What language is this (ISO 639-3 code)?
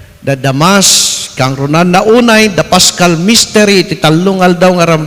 ilo